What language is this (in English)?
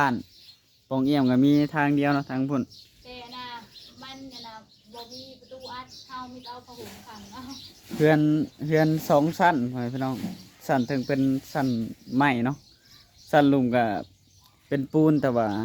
Northeastern Thai